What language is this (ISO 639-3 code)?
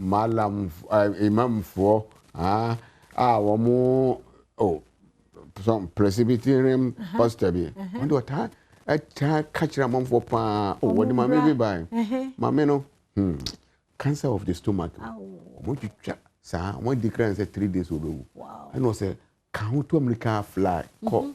aka